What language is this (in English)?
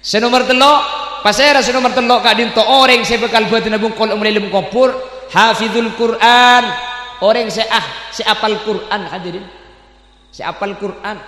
Madurese